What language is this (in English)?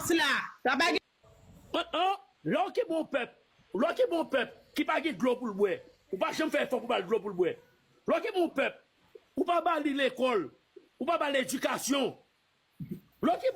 Haitian Creole